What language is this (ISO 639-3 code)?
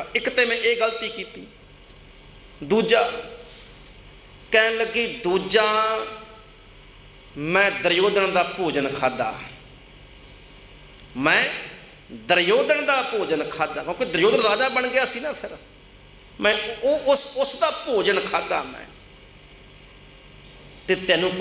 pan